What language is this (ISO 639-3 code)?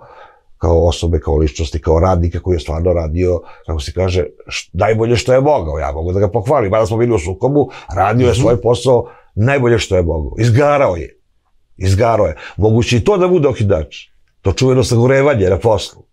srp